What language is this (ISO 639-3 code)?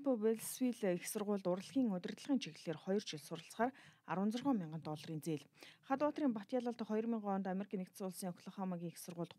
mon